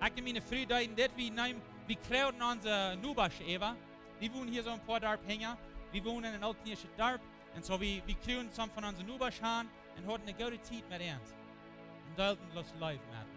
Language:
Plautdietsch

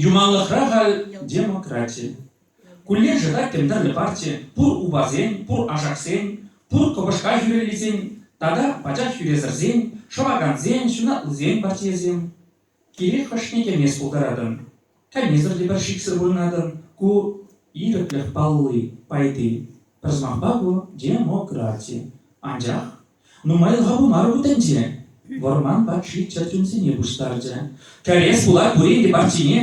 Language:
Chuvash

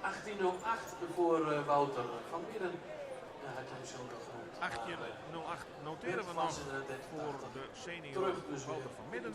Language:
Western Frisian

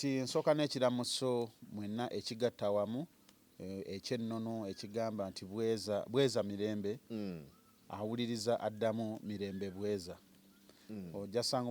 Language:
Ganda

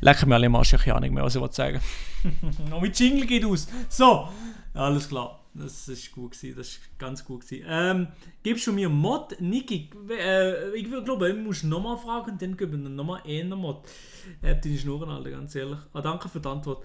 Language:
Swiss German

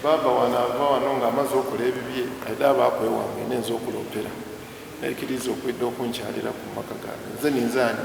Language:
Soga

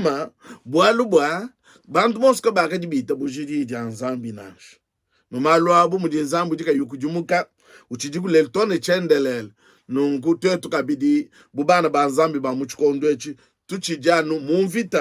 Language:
Luba-Lulua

